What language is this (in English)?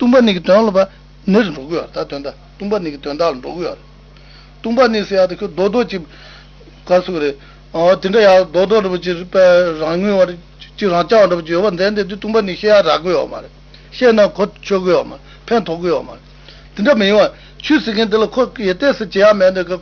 Tibetan